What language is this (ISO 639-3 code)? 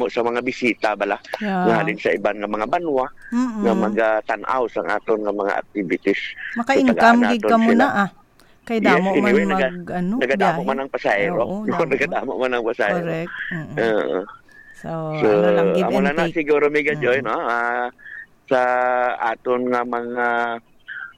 hil